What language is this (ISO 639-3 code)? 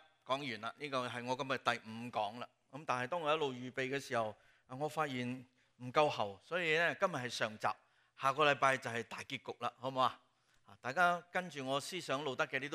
yue